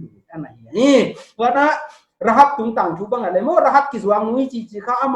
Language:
Paite Chin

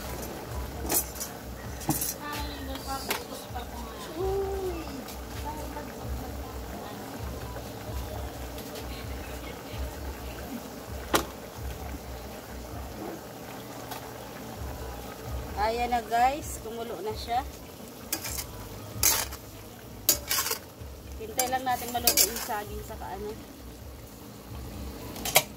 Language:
Filipino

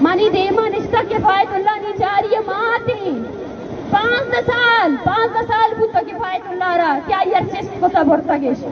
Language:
Baluchi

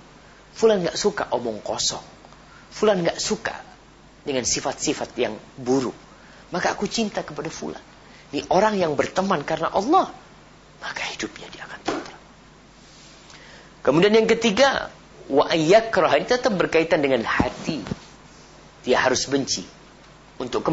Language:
Indonesian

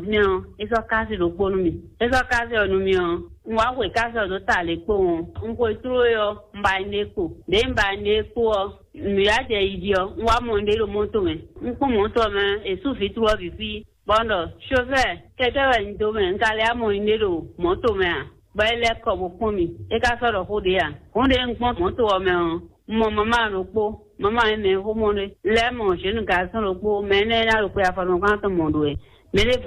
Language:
Fon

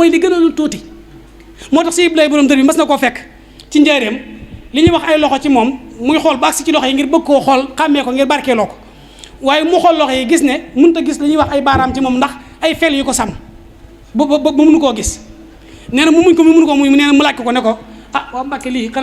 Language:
Wolof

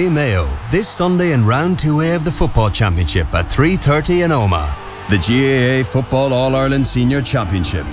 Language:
English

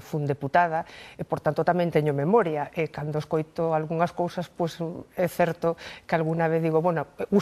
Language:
Galician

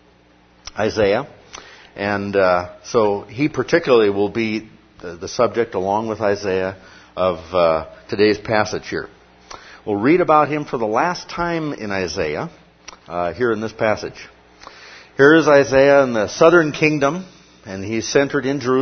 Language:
English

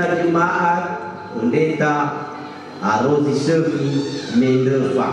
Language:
Nias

